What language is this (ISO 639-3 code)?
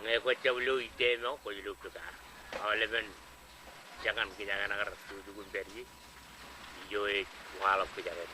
mah